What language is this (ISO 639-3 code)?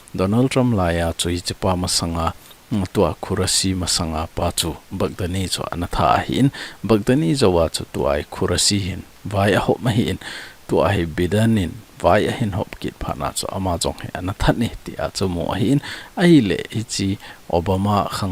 tcz